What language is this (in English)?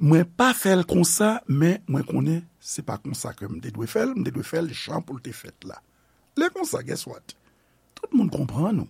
Haitian Creole